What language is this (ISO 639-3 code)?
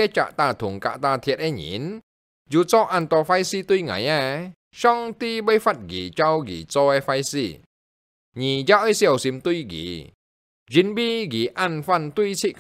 hak